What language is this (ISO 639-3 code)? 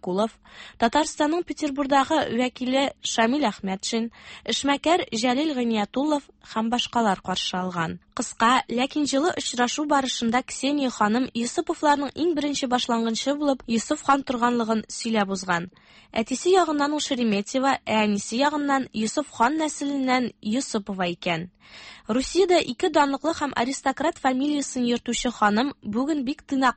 tat